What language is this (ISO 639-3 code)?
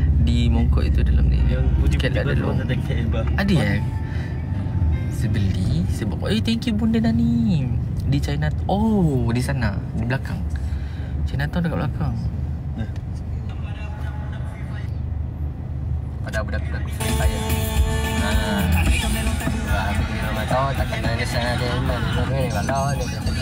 msa